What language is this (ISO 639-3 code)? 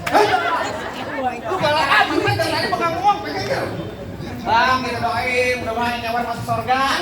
bew